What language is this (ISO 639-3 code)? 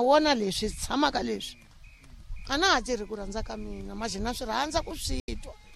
tso